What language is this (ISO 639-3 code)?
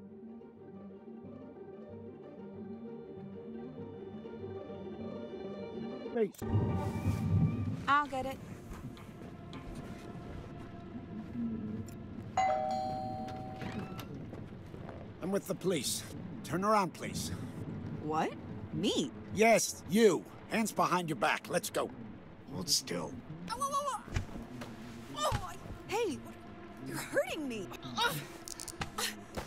eng